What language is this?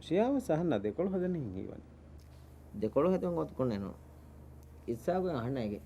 Divehi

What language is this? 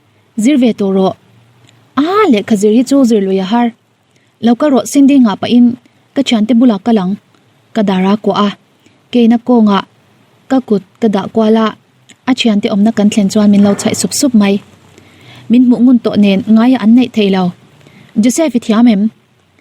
Mizo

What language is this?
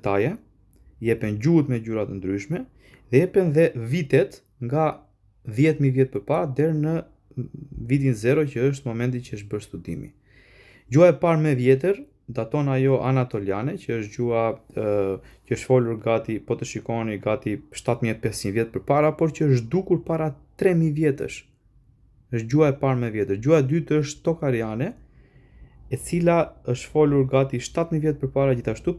Albanian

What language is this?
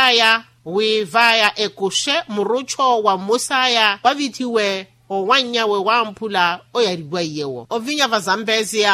Makhuwa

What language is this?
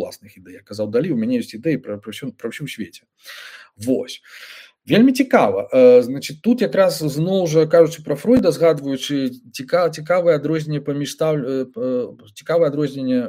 Belarusian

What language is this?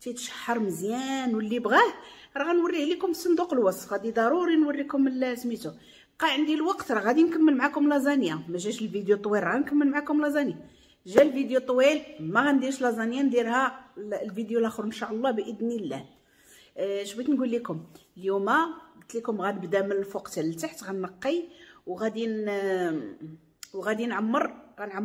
Moroccan Arabic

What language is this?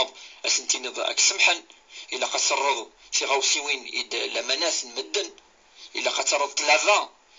Kabyle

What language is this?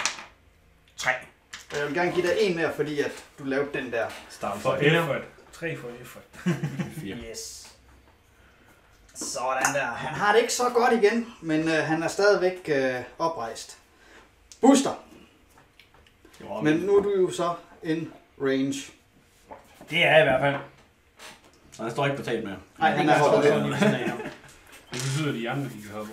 Danish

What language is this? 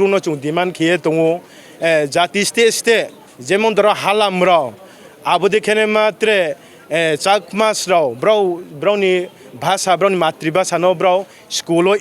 Riang (India)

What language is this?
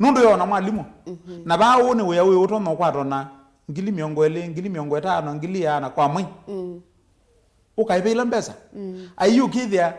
Kamba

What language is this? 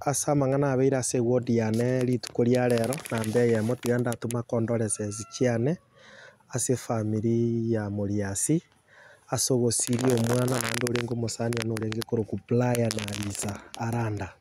Gusii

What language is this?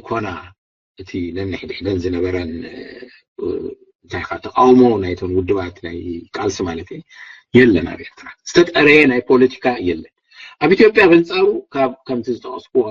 Tigrinya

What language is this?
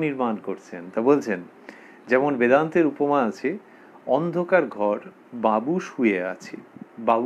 Bangla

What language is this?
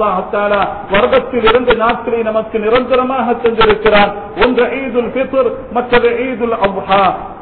Tamil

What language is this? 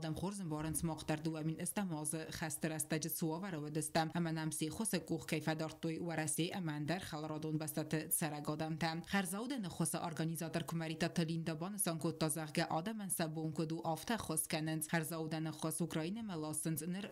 Ossetic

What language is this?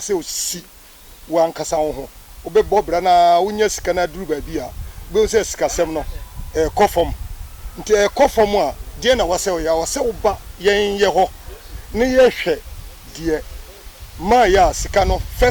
Akan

